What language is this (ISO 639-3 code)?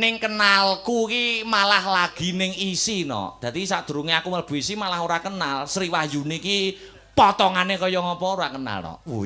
jav